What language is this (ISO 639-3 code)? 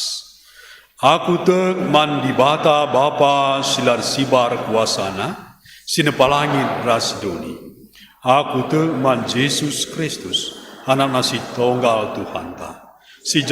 btx